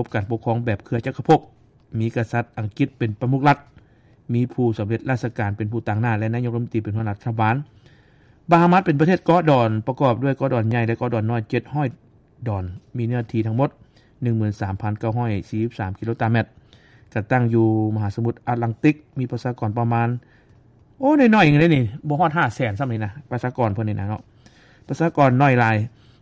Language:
Lao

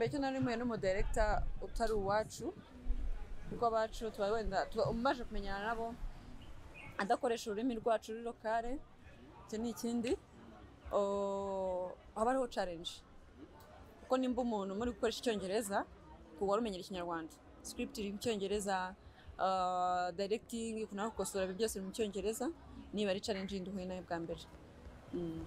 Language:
Kinyarwanda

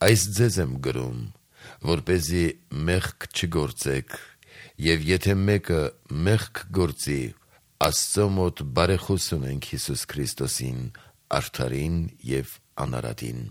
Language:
Armenian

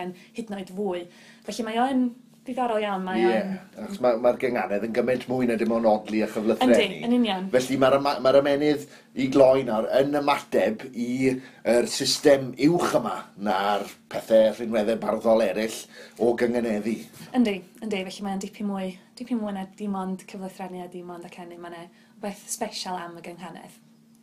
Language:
Welsh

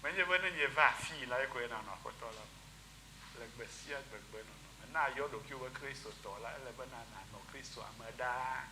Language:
Ewe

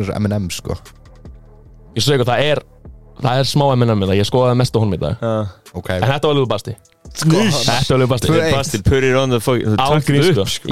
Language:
Icelandic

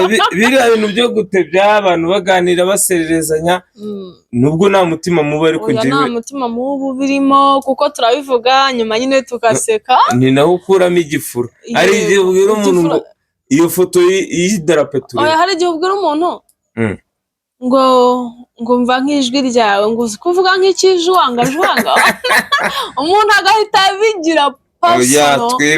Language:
Kinyarwanda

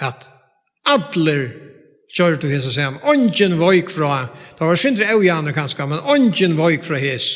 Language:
Faroese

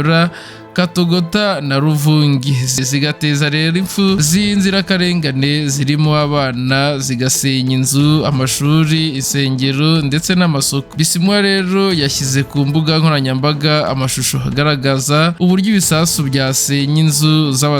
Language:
Kinyarwanda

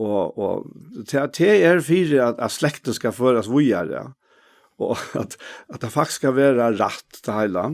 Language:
Faroese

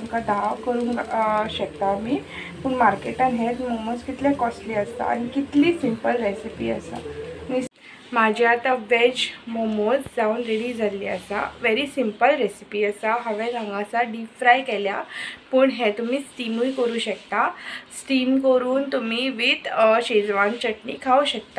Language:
Konkani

